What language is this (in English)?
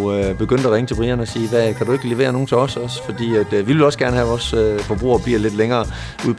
Danish